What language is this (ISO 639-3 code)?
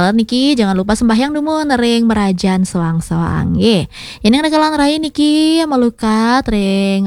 ban